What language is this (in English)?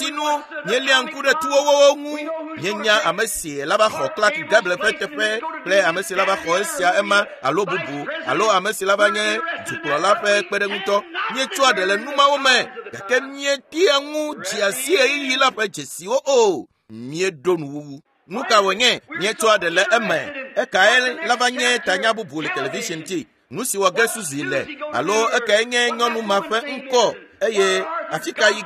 Ewe